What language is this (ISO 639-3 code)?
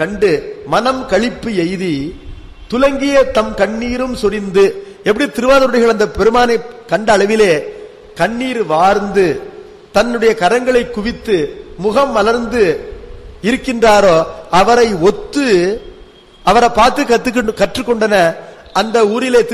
tam